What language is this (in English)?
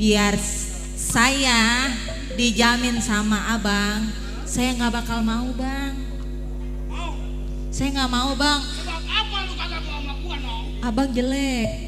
Betawi